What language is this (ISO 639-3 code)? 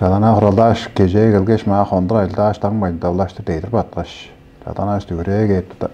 tyv